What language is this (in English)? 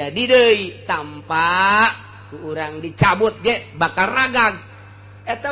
Sundanese